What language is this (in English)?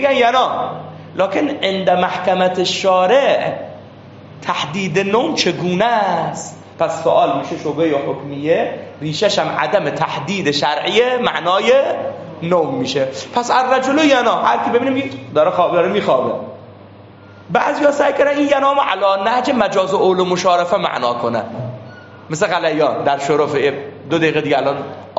Persian